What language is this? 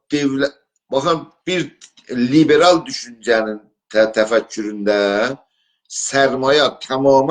South Azerbaijani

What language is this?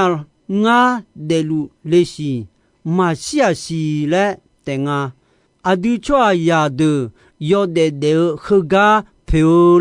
Akha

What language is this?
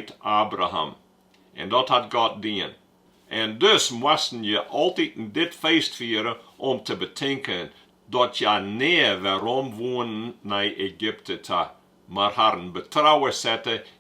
Western Frisian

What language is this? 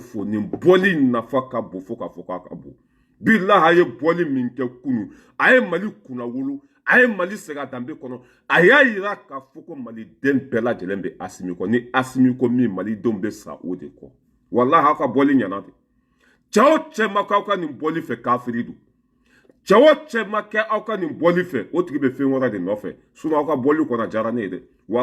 Bambara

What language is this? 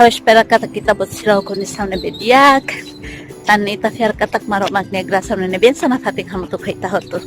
Tetum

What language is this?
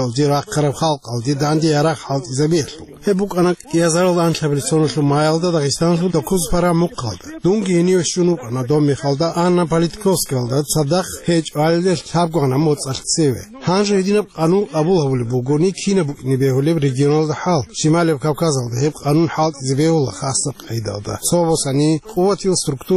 Avaric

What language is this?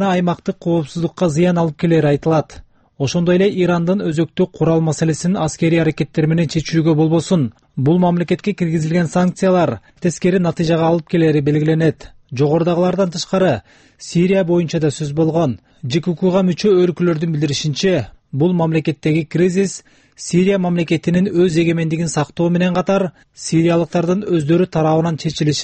Kyrgyz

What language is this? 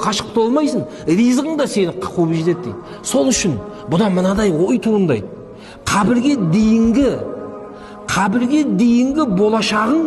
Kazakh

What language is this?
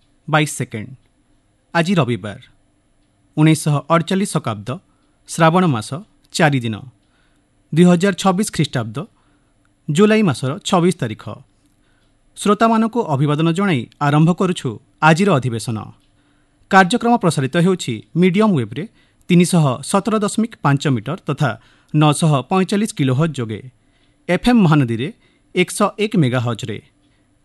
Odia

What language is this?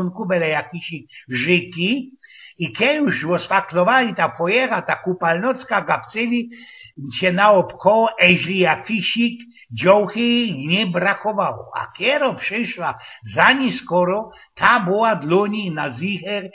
Silesian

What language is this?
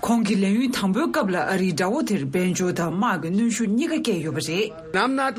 Tibetan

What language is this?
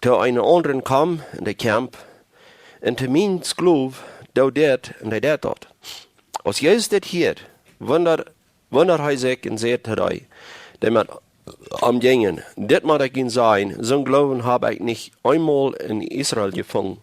Plautdietsch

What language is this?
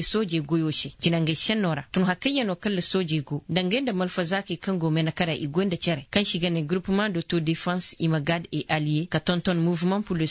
Koyraboro Senni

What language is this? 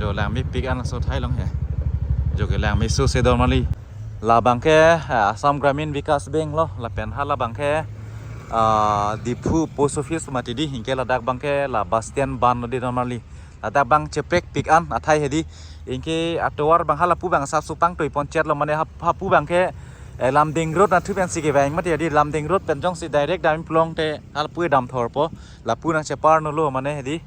Karbi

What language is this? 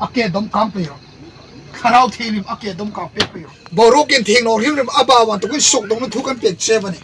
Hmar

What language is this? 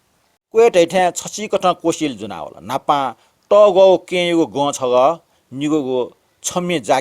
Newari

